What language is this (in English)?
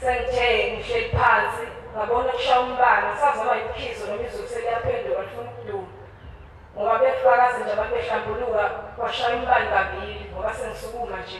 Zulu